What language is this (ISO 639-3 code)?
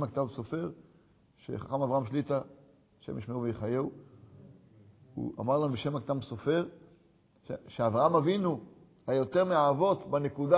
heb